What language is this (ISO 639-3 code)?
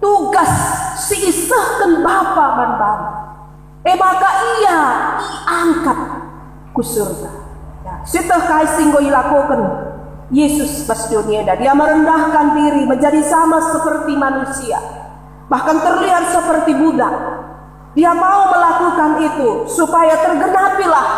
btx